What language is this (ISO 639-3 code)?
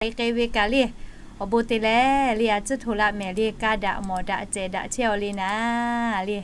lhu